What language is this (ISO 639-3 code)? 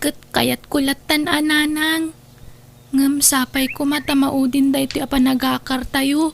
ilo